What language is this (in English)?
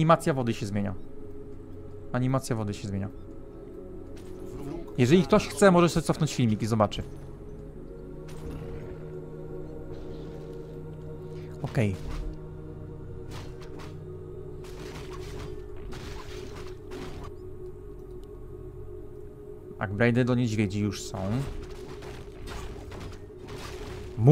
Polish